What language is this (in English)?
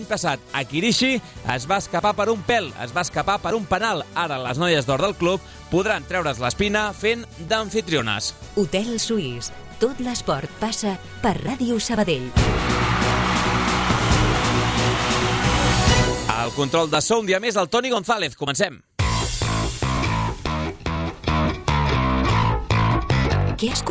Catalan